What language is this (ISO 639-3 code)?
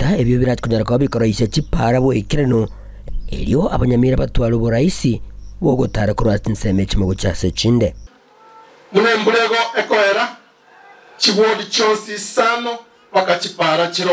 guz